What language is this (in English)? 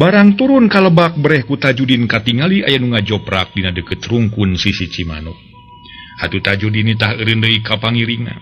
Sundanese